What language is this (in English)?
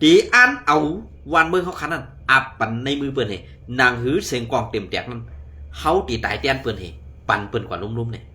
Shan